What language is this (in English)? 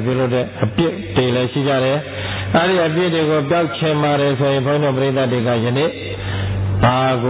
Burmese